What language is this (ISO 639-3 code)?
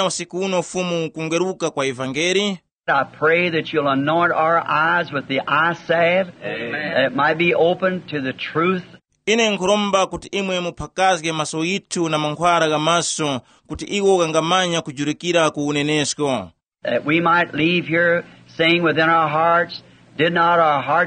tum